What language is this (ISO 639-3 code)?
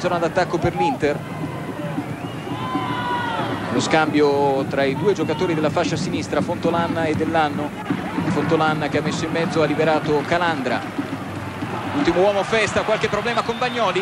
ita